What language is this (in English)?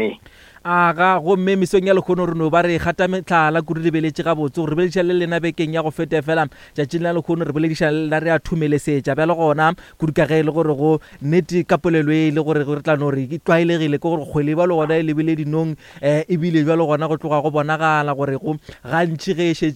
Northern Sotho